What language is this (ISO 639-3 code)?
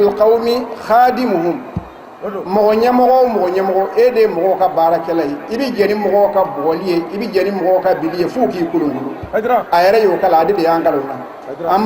bam